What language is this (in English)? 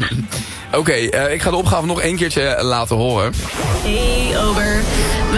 Dutch